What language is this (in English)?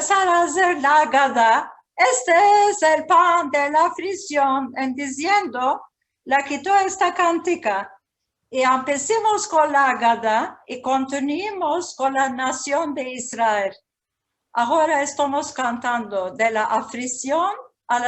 Ladino